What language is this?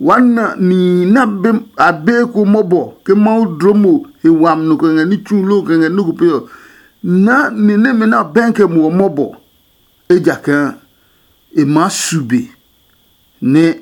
Adangme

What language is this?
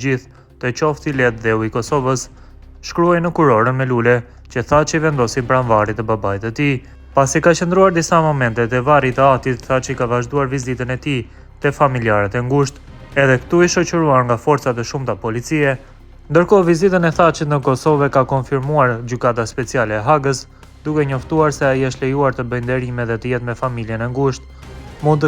Albanian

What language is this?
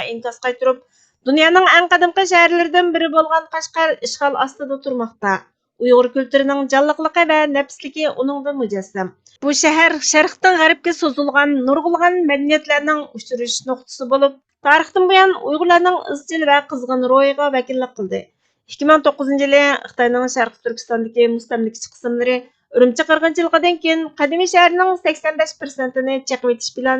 Uyghur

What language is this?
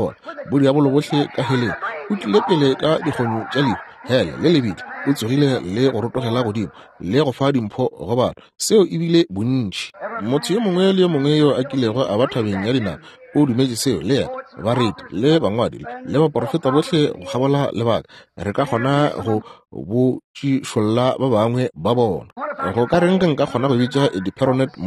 Northern Sotho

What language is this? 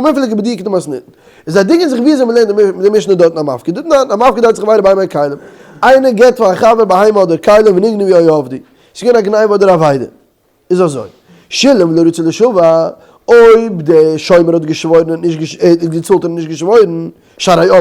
Yiddish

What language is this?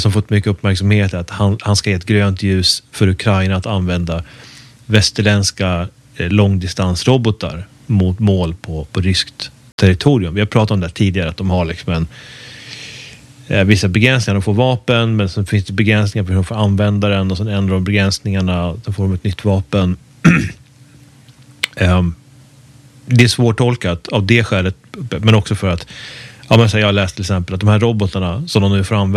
Swedish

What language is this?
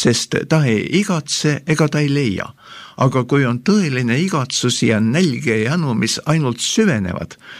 Estonian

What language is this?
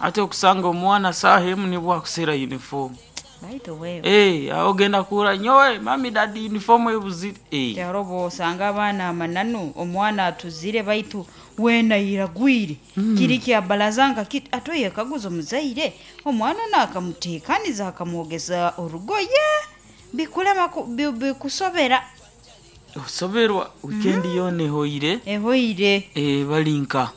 Nyankole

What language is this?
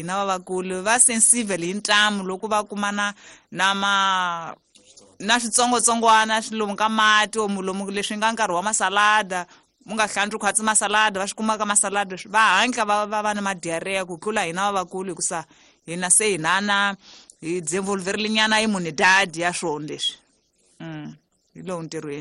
Tsonga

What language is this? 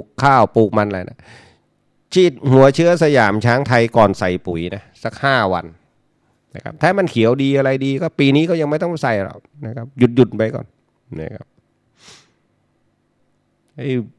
Thai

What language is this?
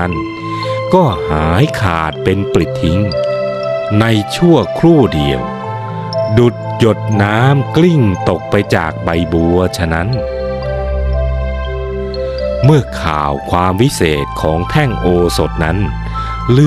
Thai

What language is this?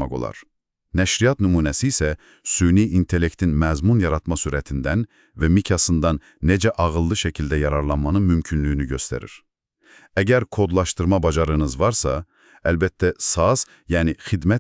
Azerbaijani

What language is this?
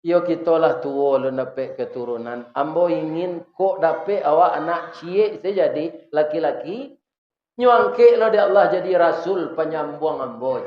Minangkabau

